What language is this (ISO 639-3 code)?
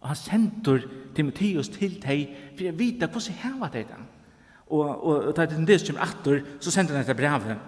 fao